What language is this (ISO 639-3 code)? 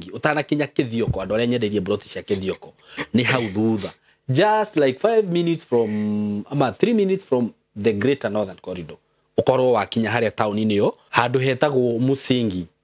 kik